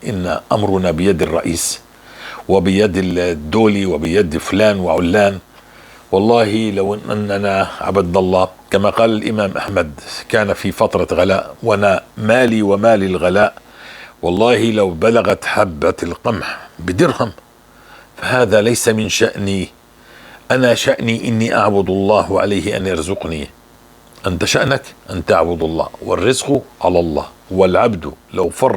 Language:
North Levantine Arabic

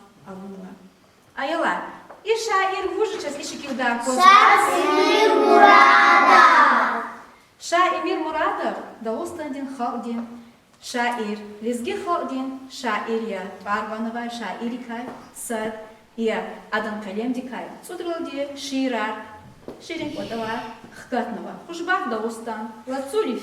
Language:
Lezghian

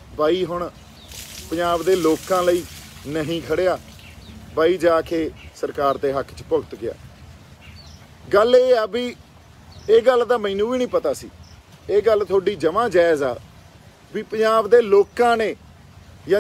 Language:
Punjabi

